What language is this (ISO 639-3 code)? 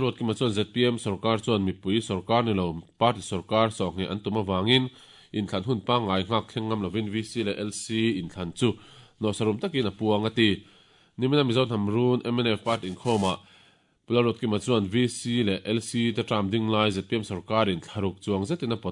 lus